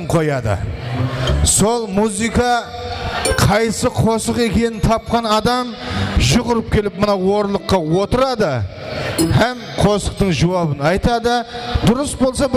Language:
Kara-Kalpak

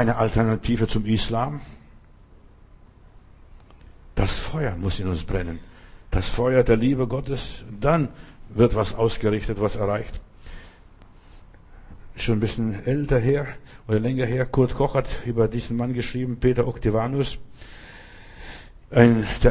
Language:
German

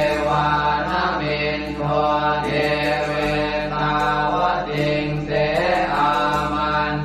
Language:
Pali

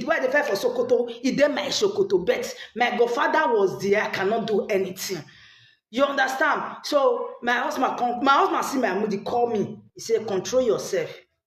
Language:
Nigerian Pidgin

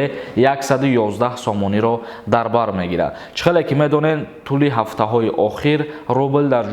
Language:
Tajik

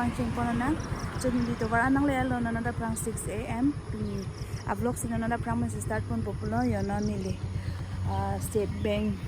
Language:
Karbi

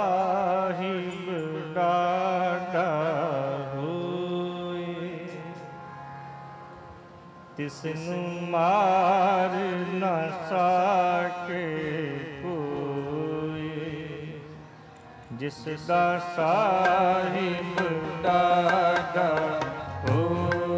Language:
Punjabi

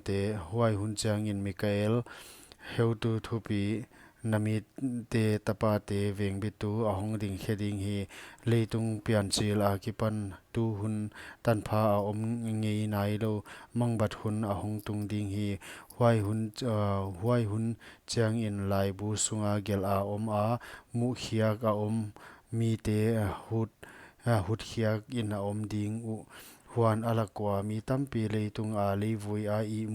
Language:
Paite Chin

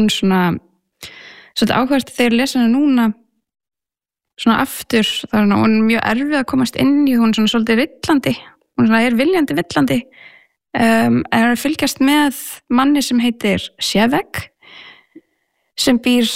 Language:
Icelandic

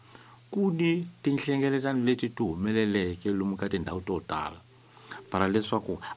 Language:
Tsonga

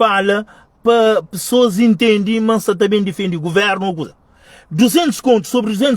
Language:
Kabuverdianu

